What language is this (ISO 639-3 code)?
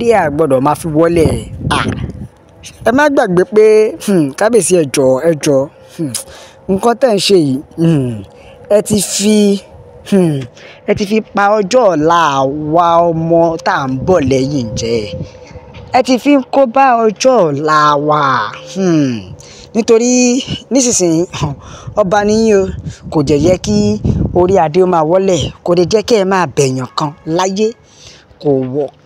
yor